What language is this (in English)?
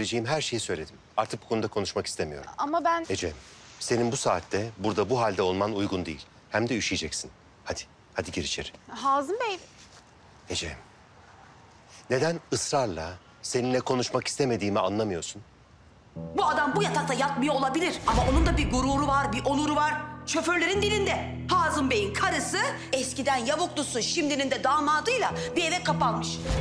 Turkish